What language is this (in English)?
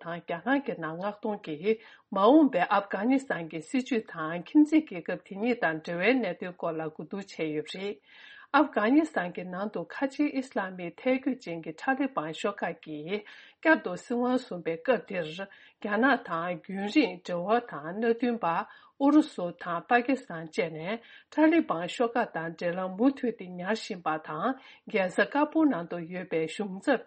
Tibetan